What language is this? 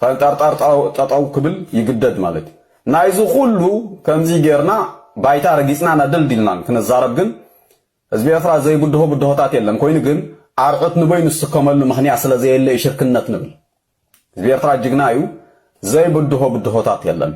Tigrinya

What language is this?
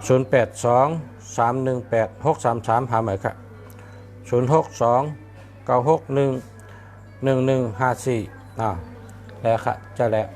Shan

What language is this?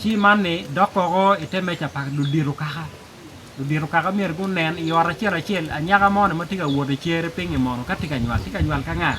Acoli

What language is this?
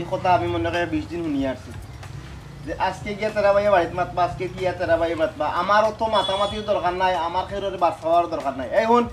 Sylheti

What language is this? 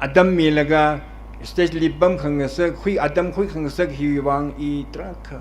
Tangkhul Naga (India)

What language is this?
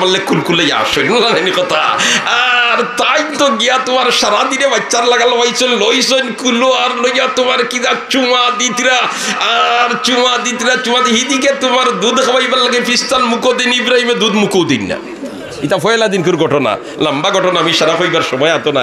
Sylheti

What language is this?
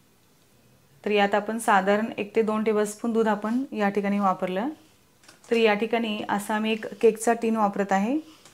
Marathi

